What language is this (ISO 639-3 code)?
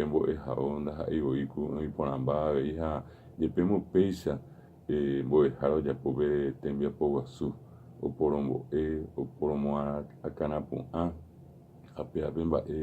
grn